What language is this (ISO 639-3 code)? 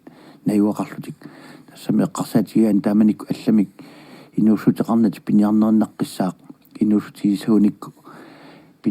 kal